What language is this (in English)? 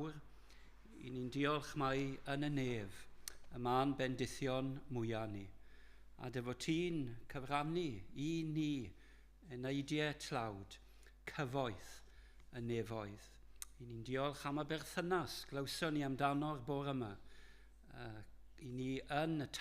Welsh